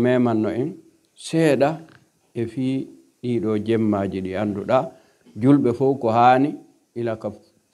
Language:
Pular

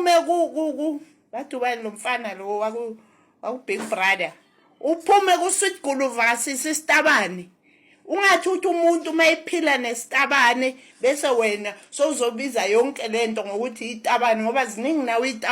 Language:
Zulu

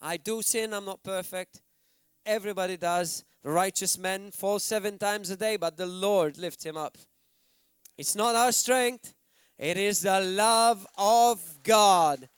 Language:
English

